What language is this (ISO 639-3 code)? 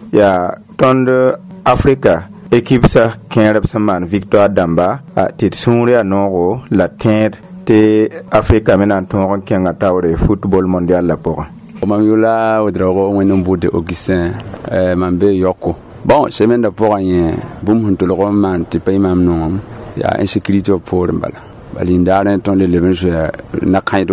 mos